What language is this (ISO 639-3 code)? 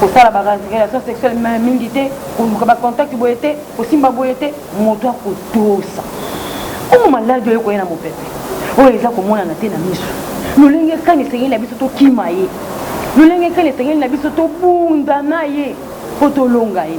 lin